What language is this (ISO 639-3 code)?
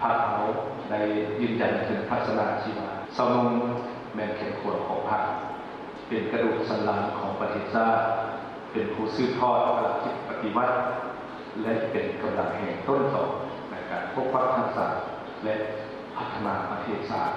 lao